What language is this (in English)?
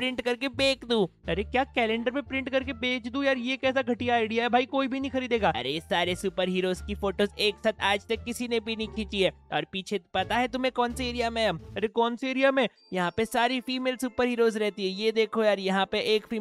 Hindi